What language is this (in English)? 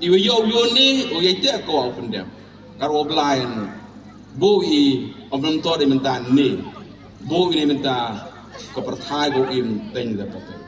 Pnar